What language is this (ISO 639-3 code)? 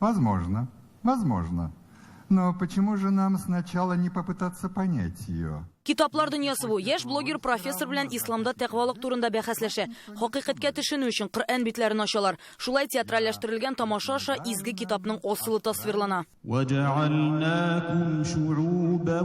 tat